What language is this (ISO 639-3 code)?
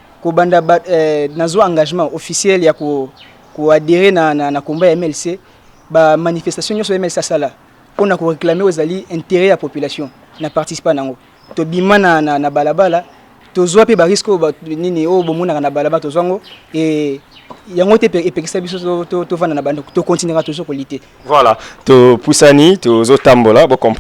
lin